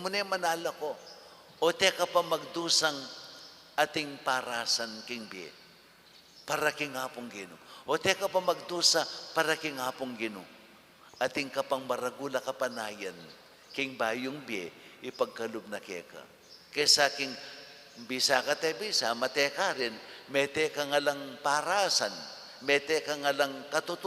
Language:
Pampanga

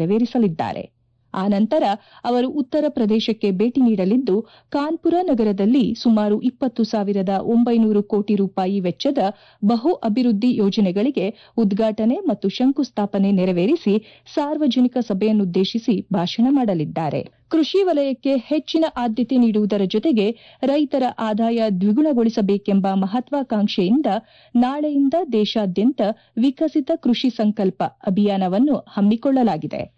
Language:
Kannada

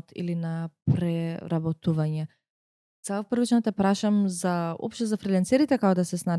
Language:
Macedonian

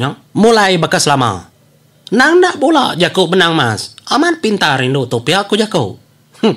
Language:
Iban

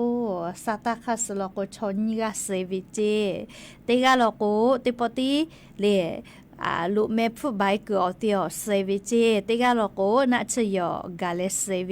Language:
Lahu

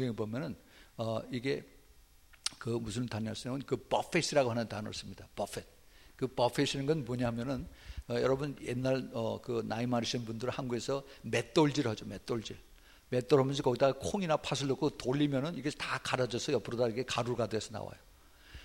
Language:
Korean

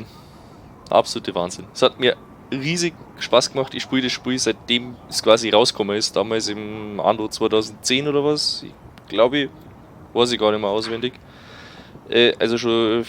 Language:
Bavarian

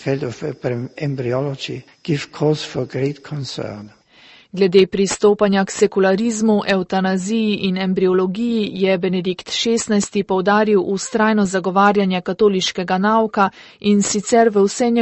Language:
Slovenian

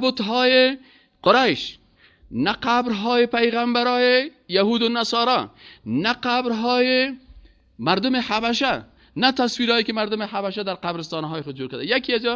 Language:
Persian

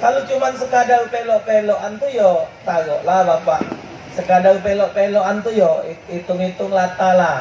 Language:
Musi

